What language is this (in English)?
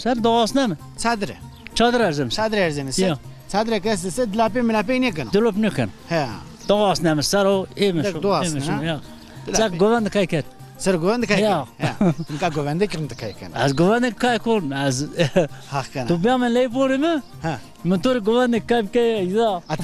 Zaza